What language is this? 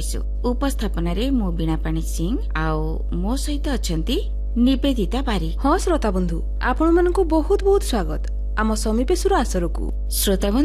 Odia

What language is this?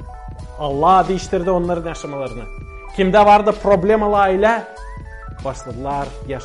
Gagauz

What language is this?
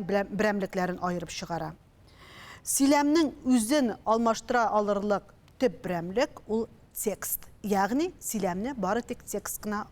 Tatar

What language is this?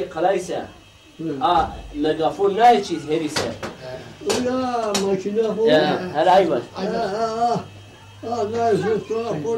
Zaza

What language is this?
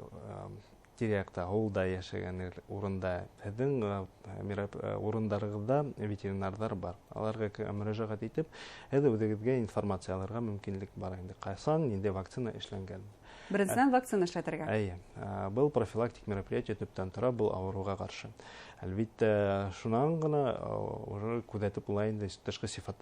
Bashkir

